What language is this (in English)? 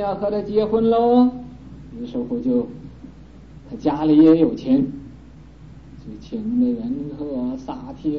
Chinese